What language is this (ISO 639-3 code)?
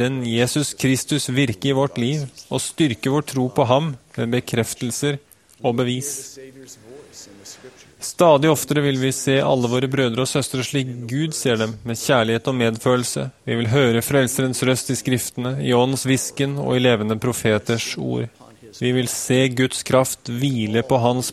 nor